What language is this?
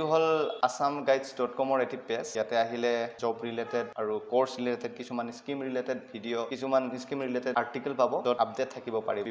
Assamese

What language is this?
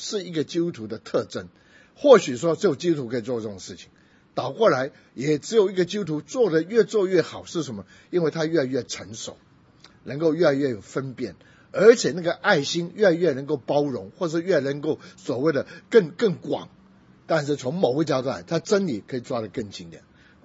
Chinese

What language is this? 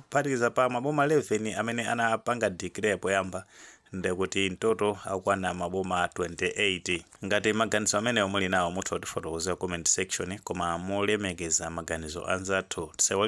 Nyanja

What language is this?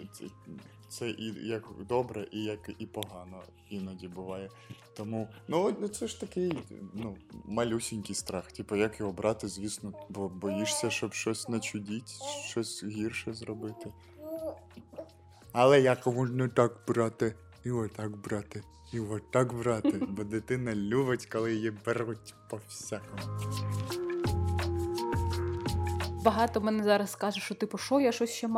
Ukrainian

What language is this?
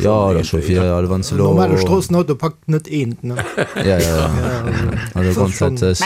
Luxembourgish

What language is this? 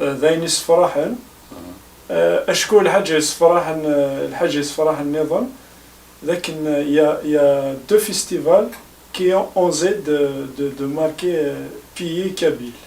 Kabyle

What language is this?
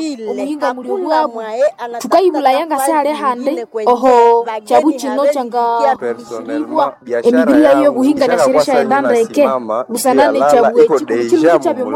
Nande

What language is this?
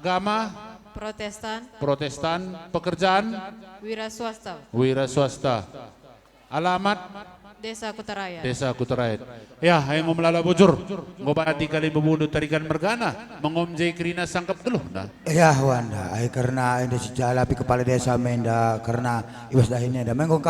Batak Karo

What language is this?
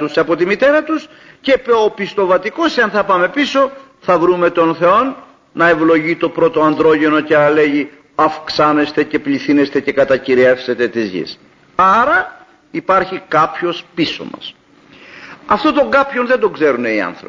Greek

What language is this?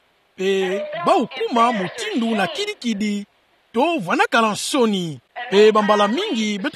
Kituba (Democratic Republic of Congo)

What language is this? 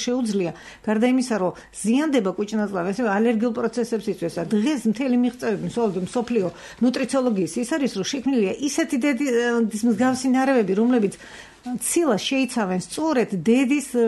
Georgian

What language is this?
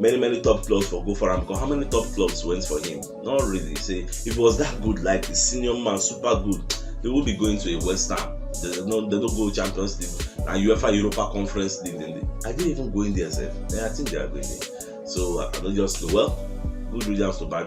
Nigerian Pidgin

